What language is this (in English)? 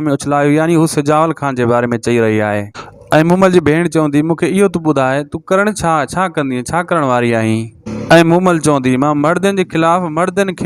Sindhi